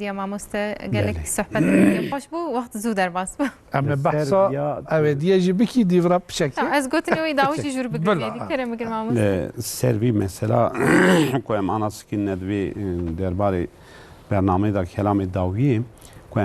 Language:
Kurdish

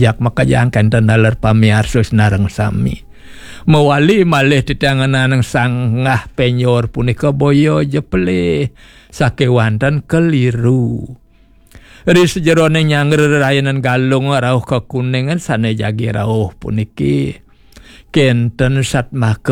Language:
Balinese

